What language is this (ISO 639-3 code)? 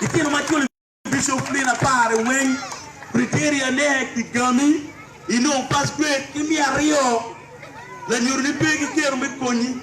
ach